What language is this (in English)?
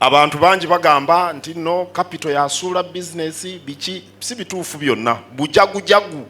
Ganda